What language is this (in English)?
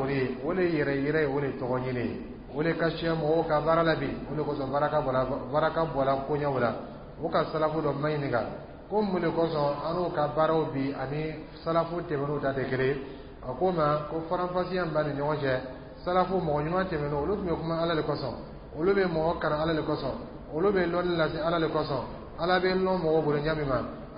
Dyula